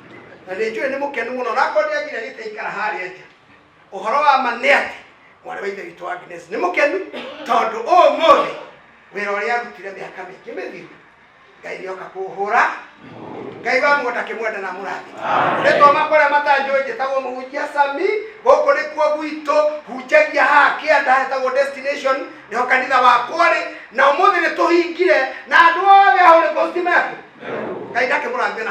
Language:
Kikuyu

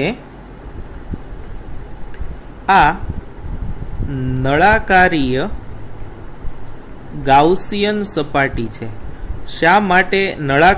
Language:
Gujarati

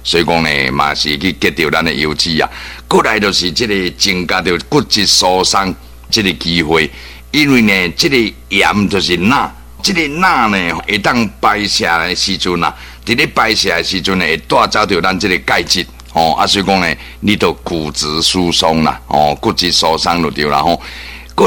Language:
Min Nan Chinese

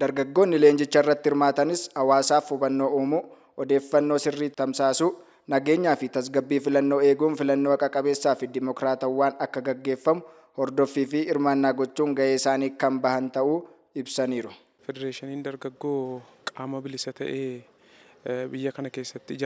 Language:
Oromo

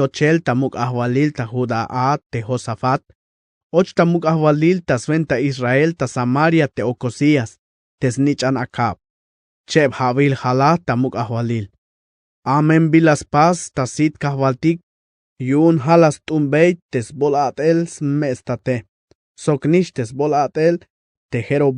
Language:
Tzeltal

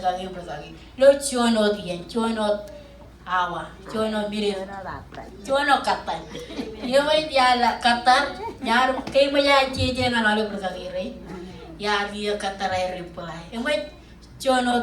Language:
Marshallese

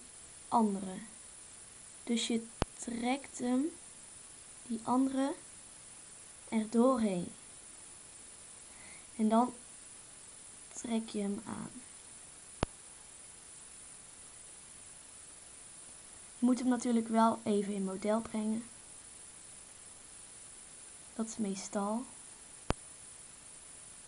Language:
Dutch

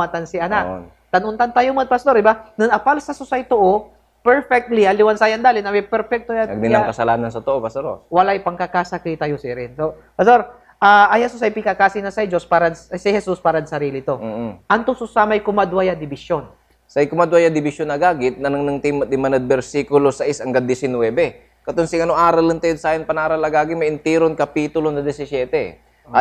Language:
Pangasinan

